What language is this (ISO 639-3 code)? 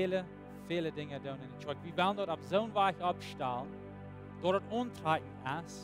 pdt